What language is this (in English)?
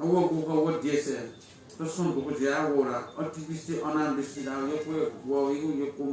Newari